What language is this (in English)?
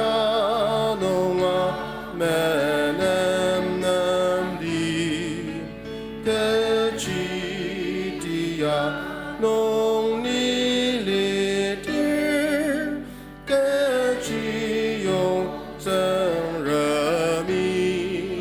Ao Naga